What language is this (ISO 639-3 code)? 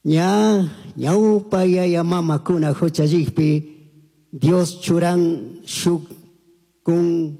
qug